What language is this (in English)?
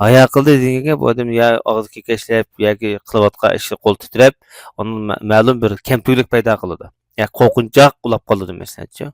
Uyghur